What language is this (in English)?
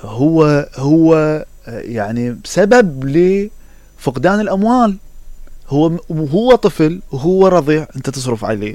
Mesopotamian Arabic